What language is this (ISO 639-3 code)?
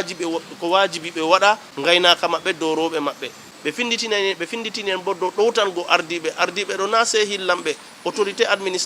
ful